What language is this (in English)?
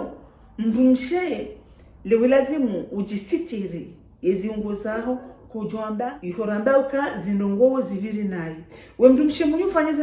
Ngazidja Comorian